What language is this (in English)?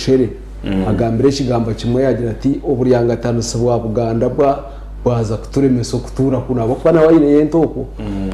Nyankole